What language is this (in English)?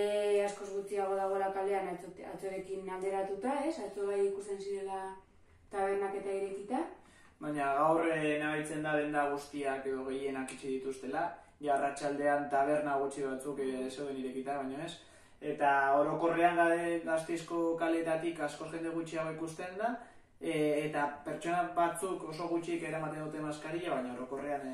Basque